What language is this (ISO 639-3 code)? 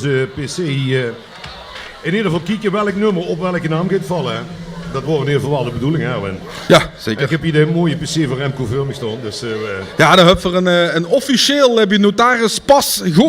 lim